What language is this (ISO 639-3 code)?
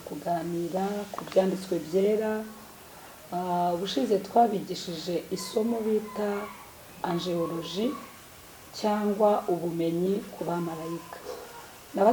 kin